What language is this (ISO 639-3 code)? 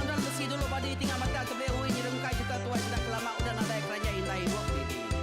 iba